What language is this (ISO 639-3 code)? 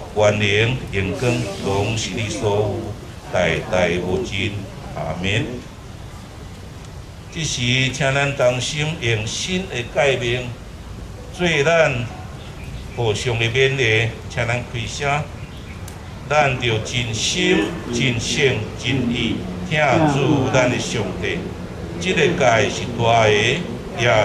nan